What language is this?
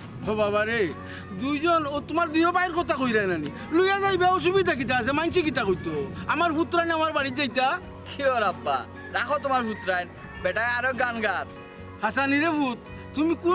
Sylheti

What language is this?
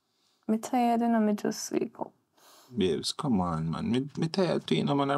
Jamaican Creole English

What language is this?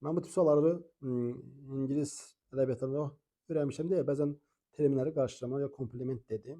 Azerbaijani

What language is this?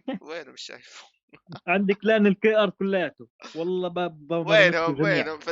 North Levantine Arabic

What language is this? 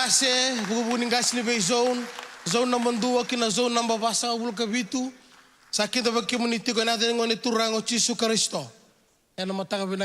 Fijian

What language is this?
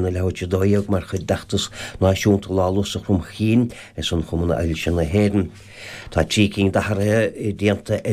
Irish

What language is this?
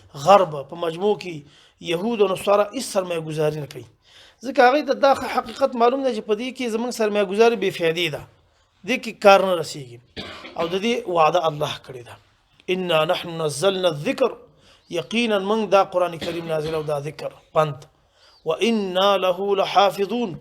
Pashto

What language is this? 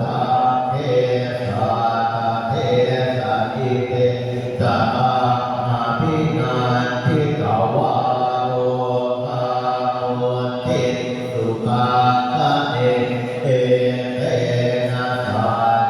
Pali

